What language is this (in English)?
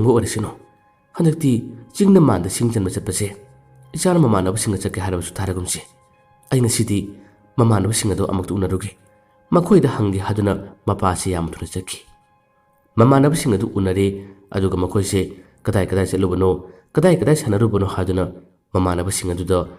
Manipuri